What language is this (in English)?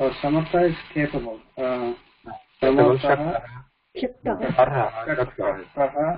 Sanskrit